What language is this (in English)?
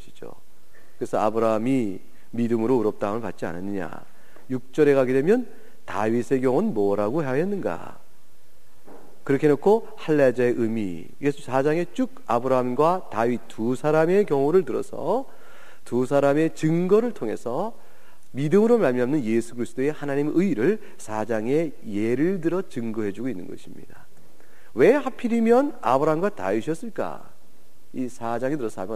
Korean